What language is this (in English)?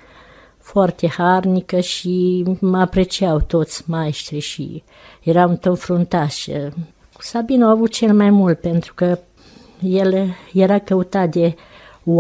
Romanian